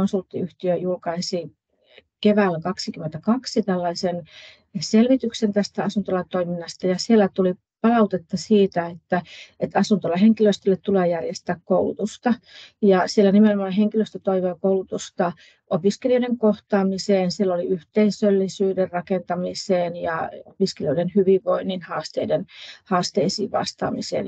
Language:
Finnish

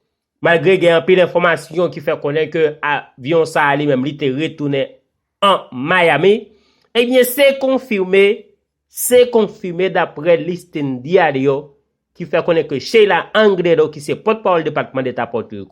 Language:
Haitian Creole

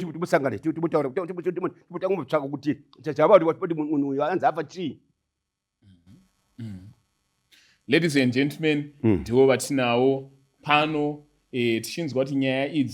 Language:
Shona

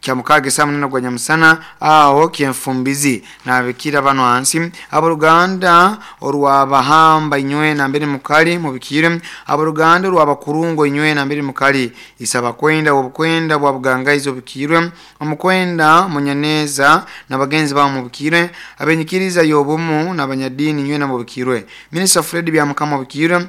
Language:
Nyankole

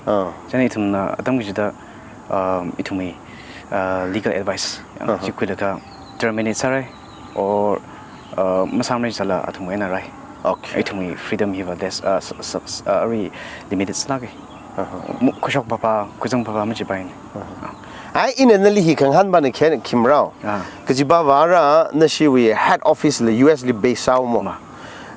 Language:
Tangkhul Naga (India)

